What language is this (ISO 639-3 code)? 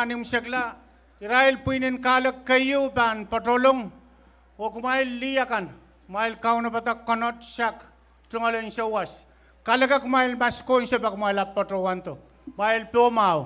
pon